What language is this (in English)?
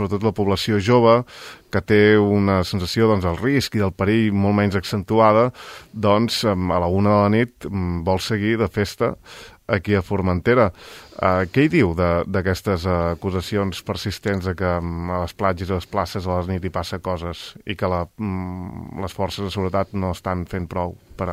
Catalan